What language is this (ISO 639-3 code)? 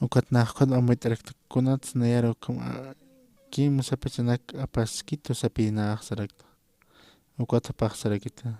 aym